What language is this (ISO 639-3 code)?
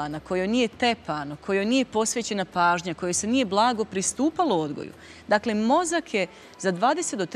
bos